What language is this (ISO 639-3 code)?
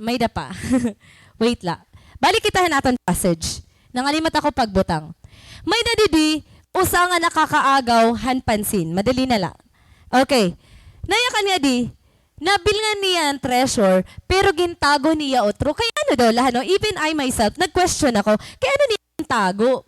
war